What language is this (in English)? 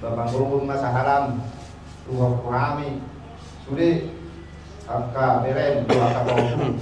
Batak Toba